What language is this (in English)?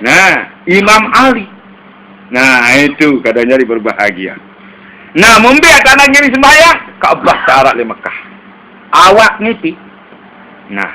Sasak